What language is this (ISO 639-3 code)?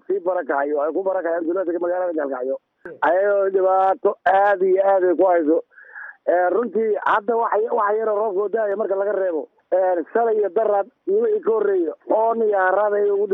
som